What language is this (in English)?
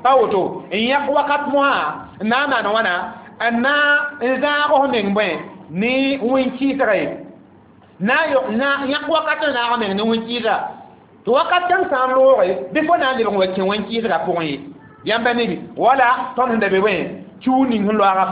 Mossi